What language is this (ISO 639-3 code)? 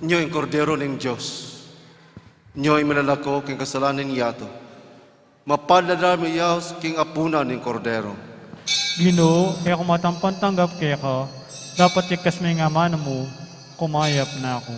pam